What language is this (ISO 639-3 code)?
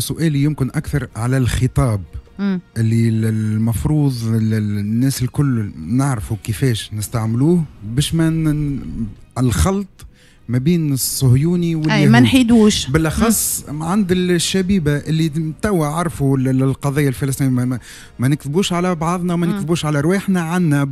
aeb